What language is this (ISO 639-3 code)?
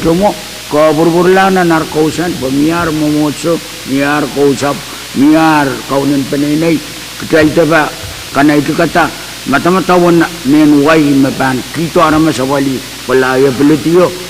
pon